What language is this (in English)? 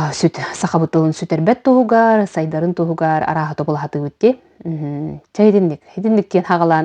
Yakut